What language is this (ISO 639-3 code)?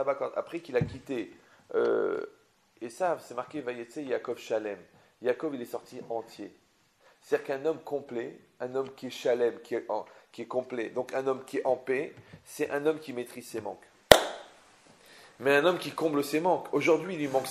fra